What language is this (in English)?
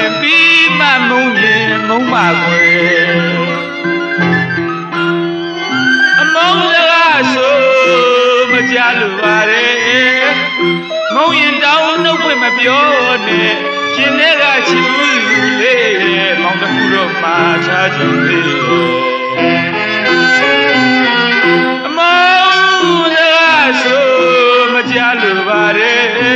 Burmese